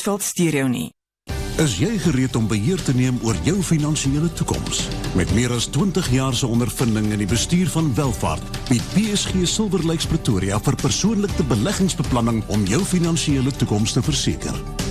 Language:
Afrikaans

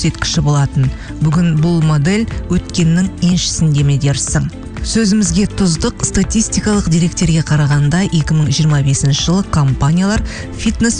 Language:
Kazakh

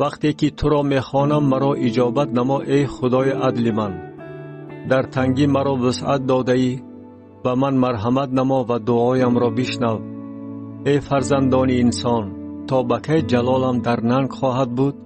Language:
Tajik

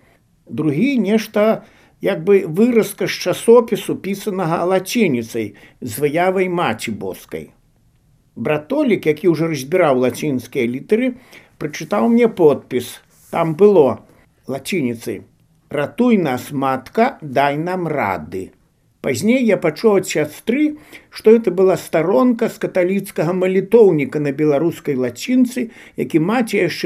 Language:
Belarusian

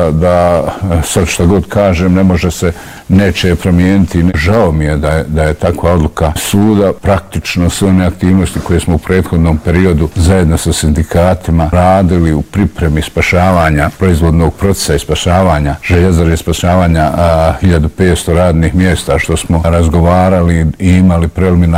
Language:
Bosnian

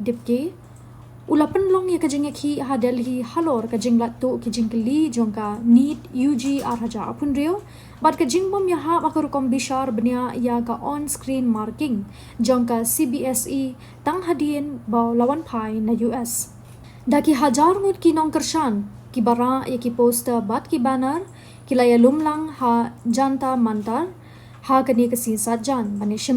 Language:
Khasi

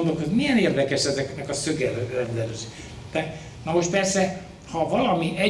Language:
Hungarian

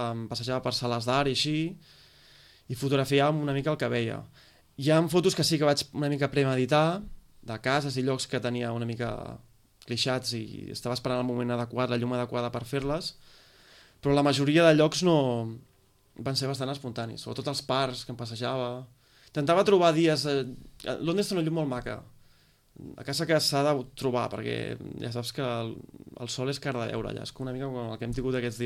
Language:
Catalan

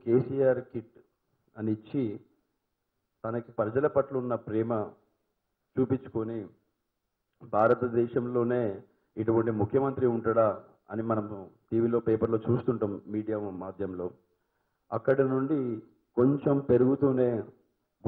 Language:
Telugu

